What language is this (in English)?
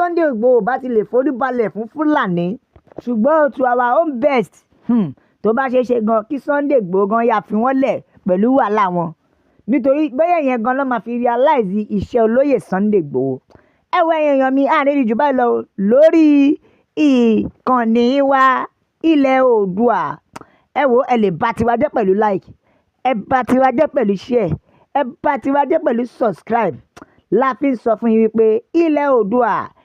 Yoruba